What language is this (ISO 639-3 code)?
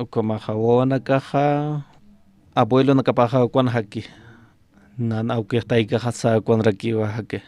aym